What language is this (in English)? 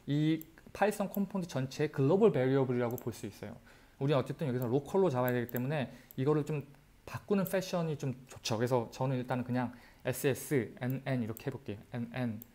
Korean